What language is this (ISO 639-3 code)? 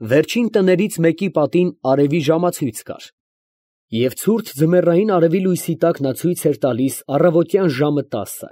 hye